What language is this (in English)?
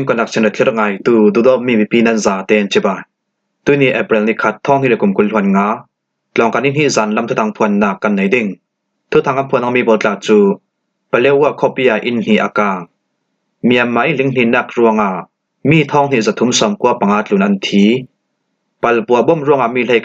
Falam Chin